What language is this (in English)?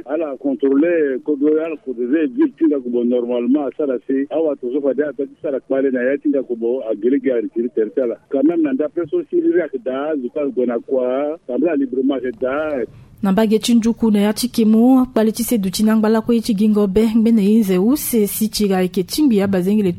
Sango